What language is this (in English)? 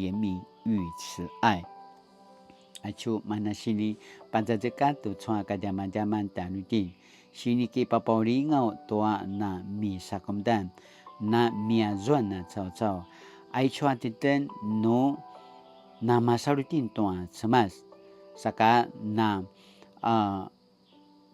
Paiwan